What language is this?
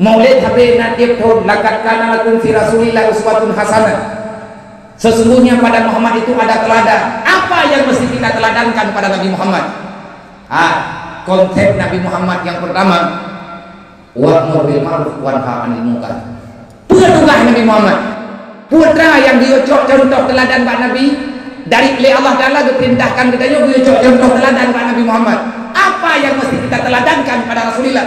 Achinese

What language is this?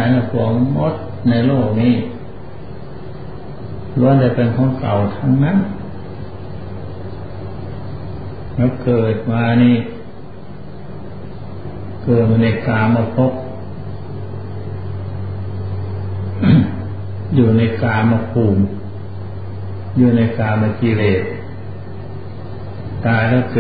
Thai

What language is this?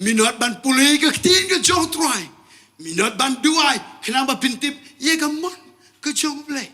Khasi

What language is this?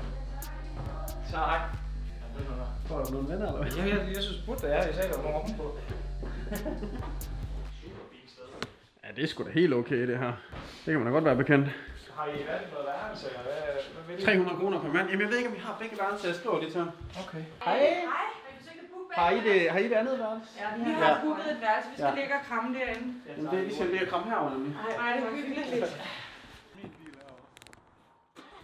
Danish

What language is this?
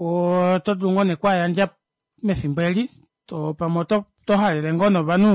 Kuanyama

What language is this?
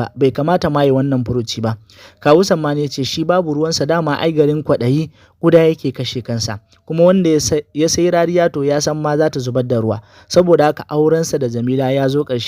Hausa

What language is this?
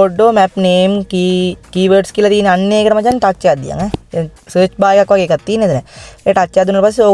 Sinhala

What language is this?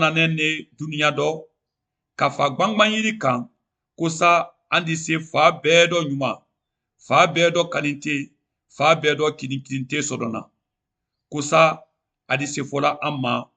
Mandingo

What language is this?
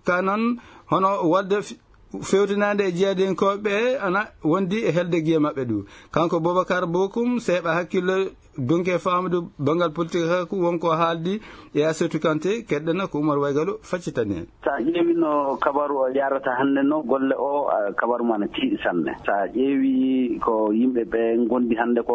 Fula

